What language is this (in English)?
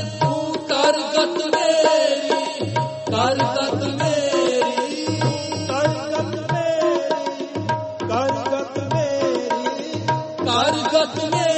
Punjabi